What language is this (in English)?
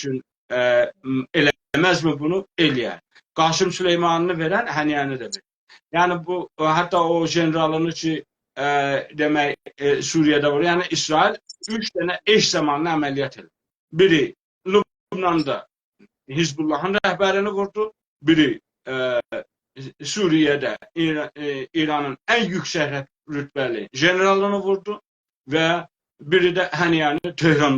South Azerbaijani